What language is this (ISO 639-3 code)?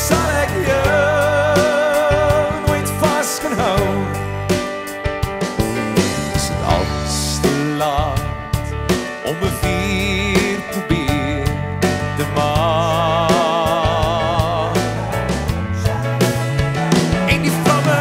afr